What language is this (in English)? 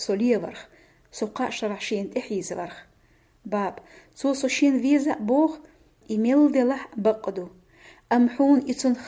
Chechen